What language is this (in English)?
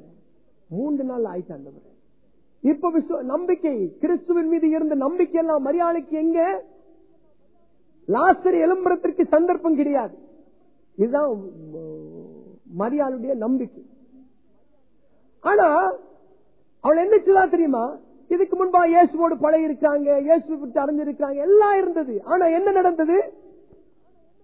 Tamil